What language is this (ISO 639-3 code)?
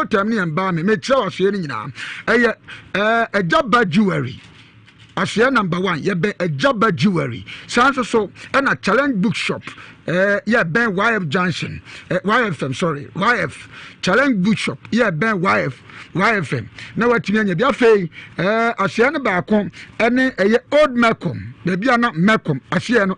aka